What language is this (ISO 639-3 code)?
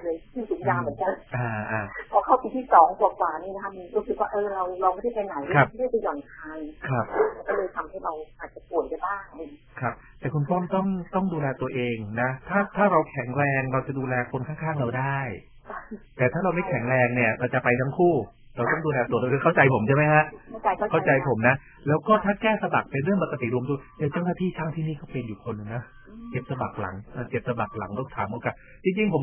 tha